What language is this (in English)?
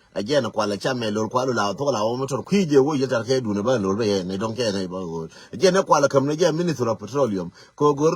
Nuer